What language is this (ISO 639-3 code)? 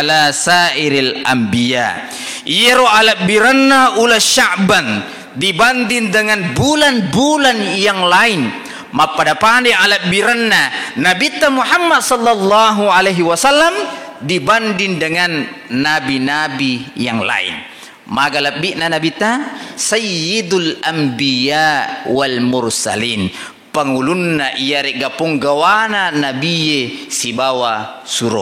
bug